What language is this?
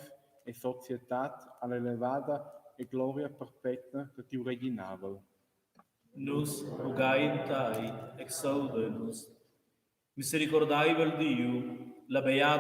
Romansh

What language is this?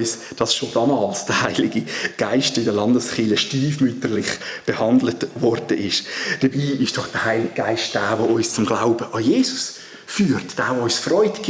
Swiss German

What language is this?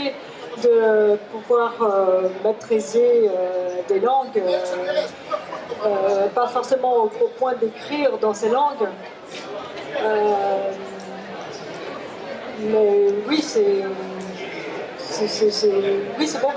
French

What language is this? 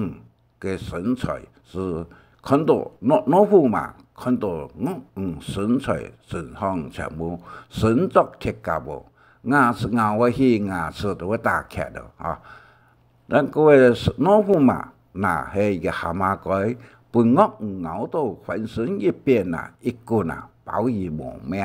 Hakka Chinese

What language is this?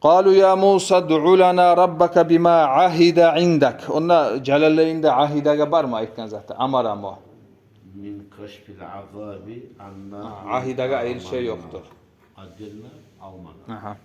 Kumyk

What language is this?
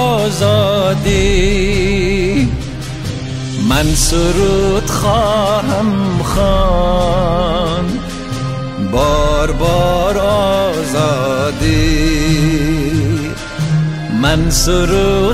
Persian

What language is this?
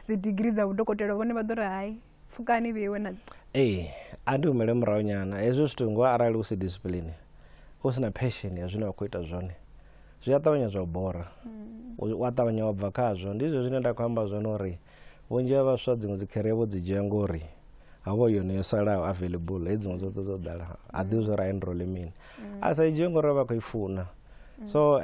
Venda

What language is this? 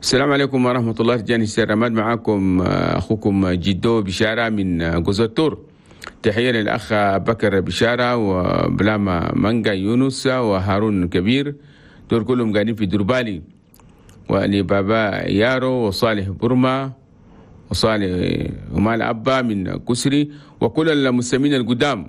Chadian Arabic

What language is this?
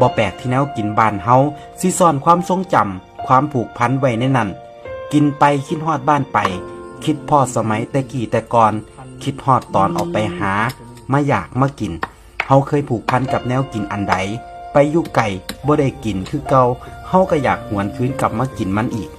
Northeastern Thai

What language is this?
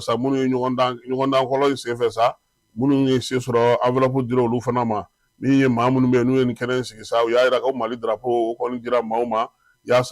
Bambara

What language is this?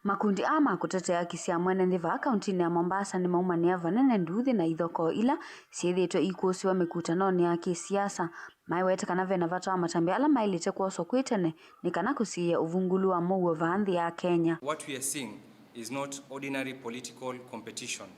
Kamba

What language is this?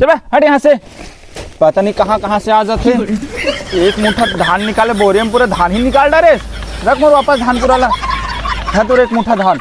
Chhattisgarhi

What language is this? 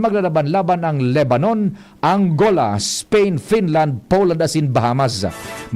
Bikol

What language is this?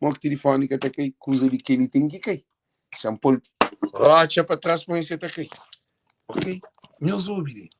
Kabuverdianu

